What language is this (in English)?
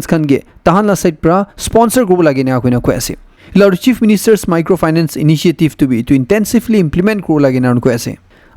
Naga Pidgin